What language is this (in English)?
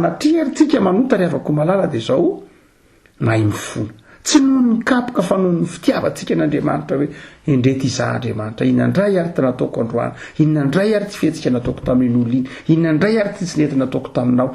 Malagasy